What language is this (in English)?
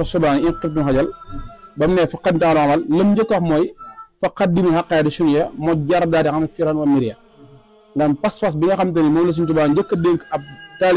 Wolof